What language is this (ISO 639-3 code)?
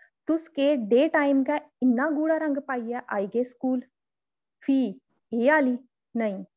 doi